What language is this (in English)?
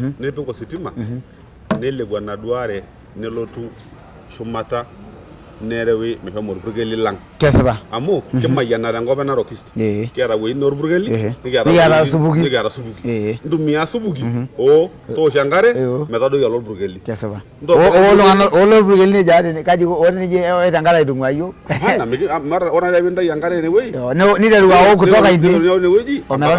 Masai